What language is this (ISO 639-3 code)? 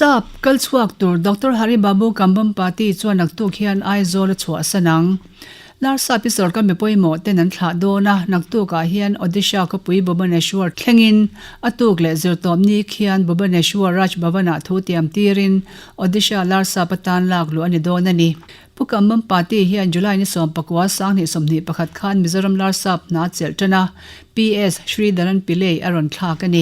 lus